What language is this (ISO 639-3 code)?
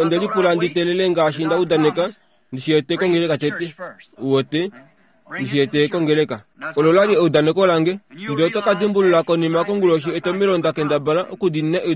kua